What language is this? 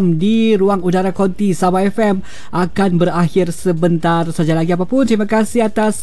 Malay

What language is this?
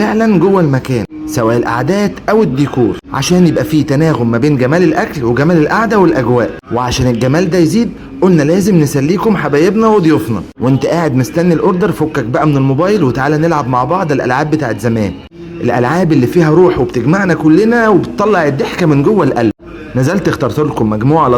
Egyptian Arabic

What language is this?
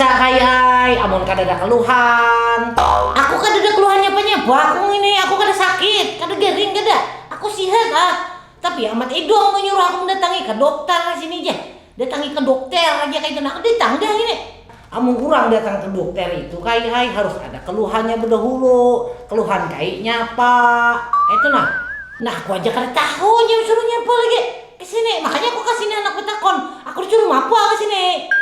Banjar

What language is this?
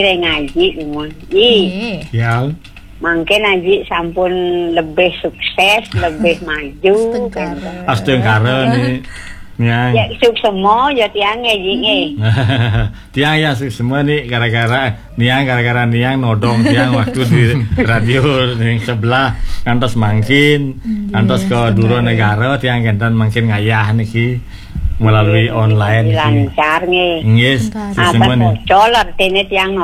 Balinese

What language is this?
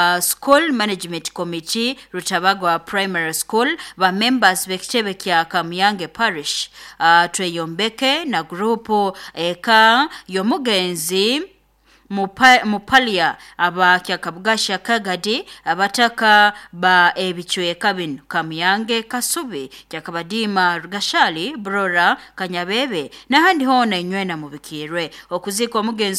Nyoro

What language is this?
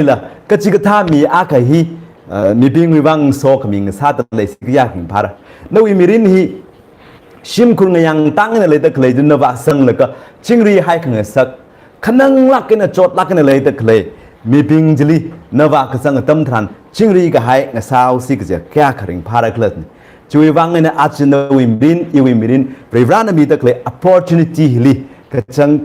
Tangkhul Naga (India)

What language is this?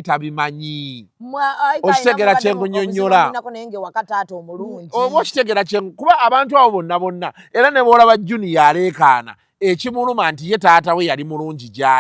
Ganda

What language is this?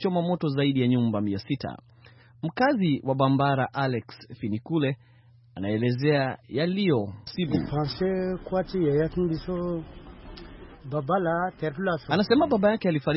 Swahili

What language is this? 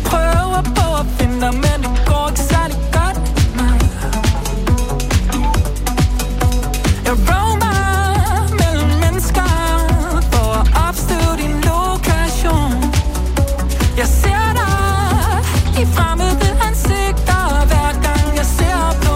Danish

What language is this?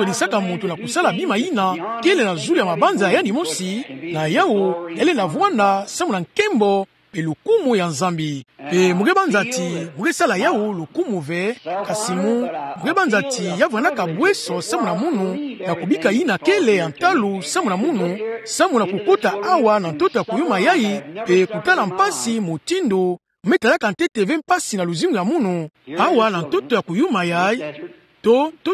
Kituba (Democratic Republic of Congo)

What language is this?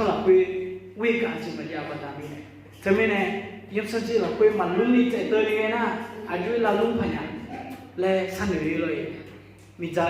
Akha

